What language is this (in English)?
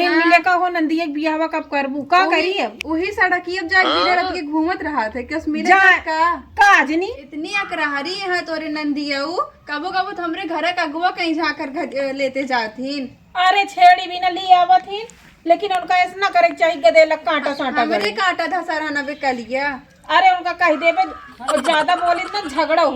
Awadhi